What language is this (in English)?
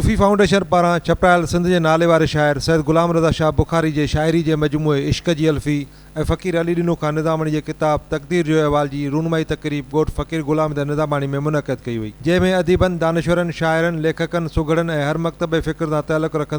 Sindhi